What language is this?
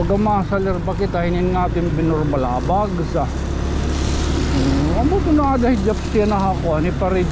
Waray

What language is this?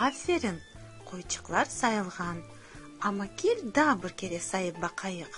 Crimean Tatar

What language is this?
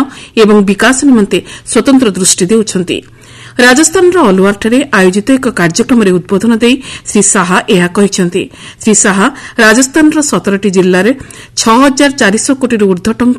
Odia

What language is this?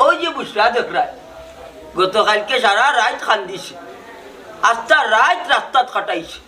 Sylheti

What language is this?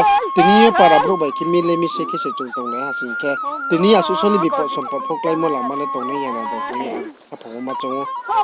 Riang (India)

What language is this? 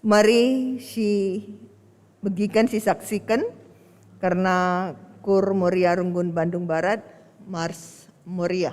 Batak Karo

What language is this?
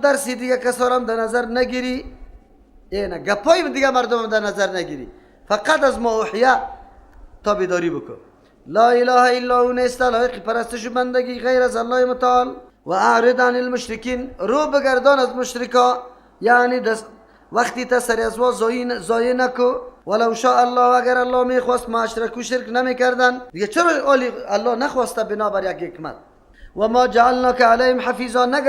Persian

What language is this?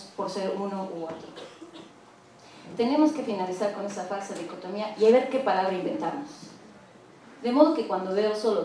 Spanish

